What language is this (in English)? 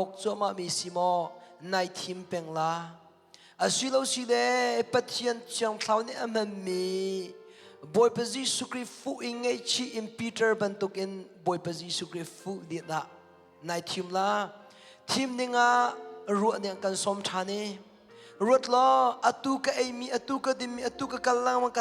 Hakha Chin